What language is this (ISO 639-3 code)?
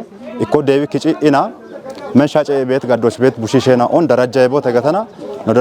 kbr